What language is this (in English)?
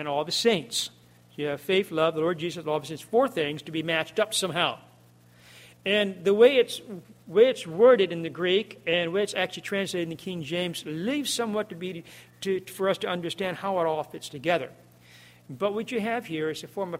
English